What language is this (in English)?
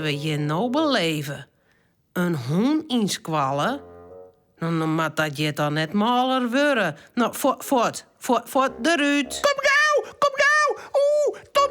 Western Frisian